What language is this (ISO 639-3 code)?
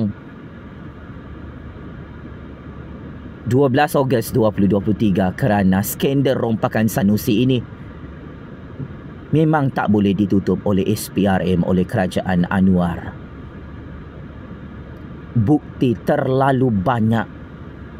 msa